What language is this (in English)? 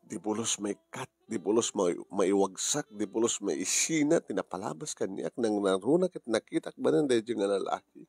Iloko